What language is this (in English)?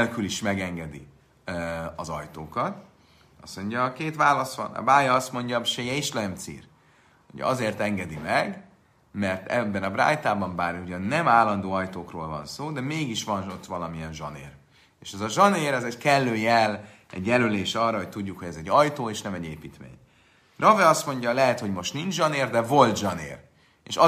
Hungarian